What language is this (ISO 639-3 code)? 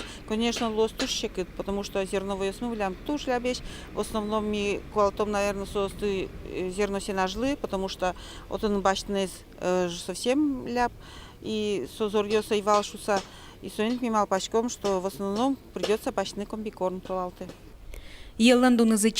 udm